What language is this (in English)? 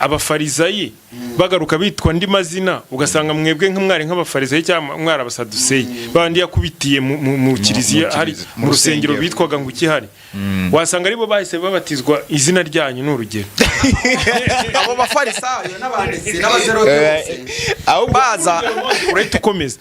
Kinyarwanda